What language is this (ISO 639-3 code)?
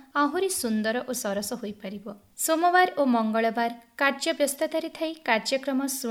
ori